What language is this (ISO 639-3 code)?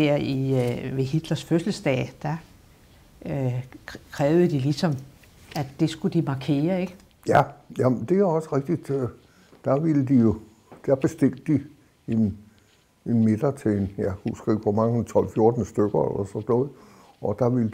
dan